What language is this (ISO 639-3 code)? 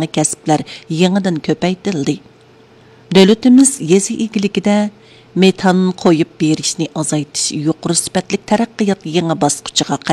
uig